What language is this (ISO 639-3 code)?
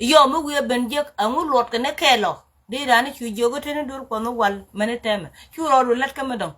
nus